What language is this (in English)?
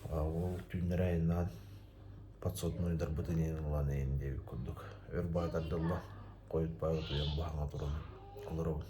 Yakut